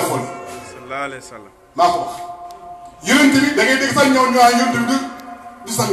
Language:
Wolof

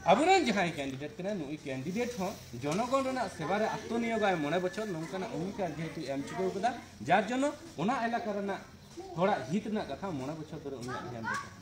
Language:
Santali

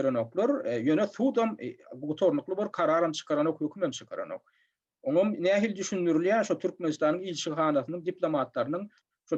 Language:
Turkmen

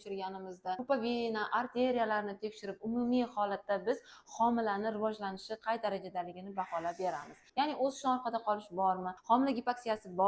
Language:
Uzbek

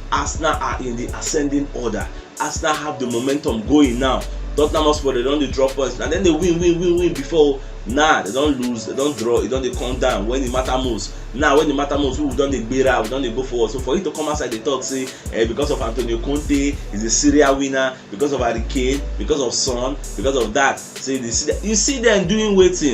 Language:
Nigerian Pidgin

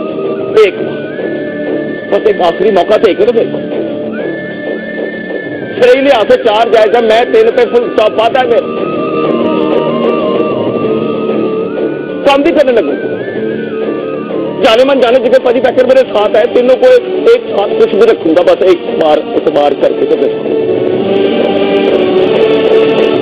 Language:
Hindi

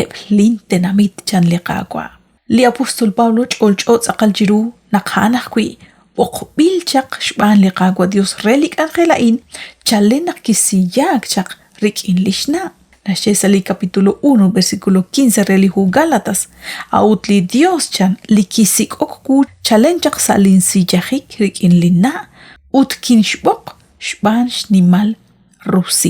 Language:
Kekchí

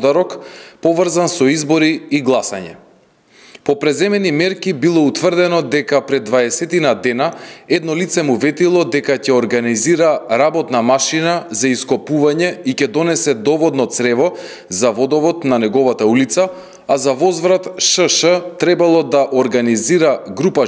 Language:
Macedonian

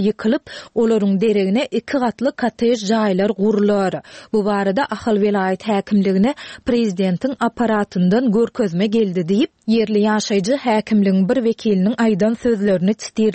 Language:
Turkmen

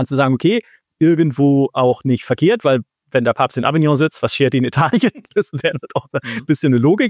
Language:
German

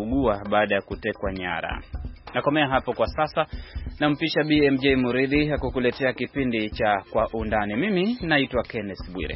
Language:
Swahili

